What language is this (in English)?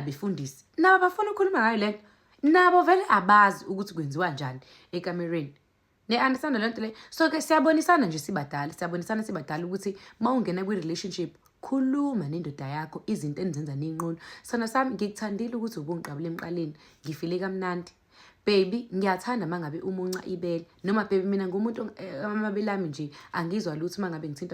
Zulu